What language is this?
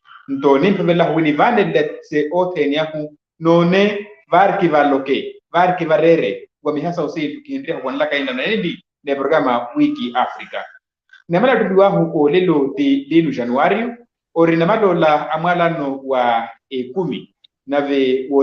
Makhuwa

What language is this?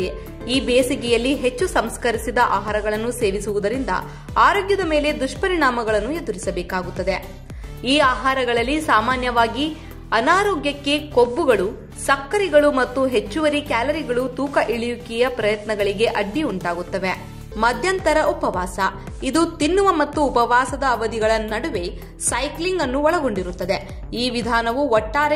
Kannada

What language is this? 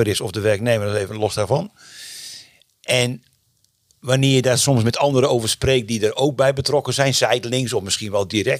Dutch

